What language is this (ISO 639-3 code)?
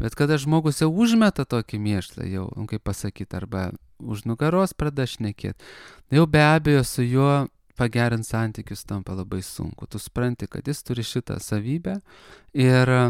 lit